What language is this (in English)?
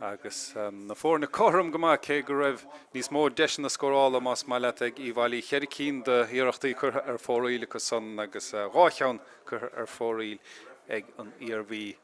Irish